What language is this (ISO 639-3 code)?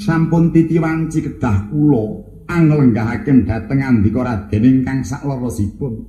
jav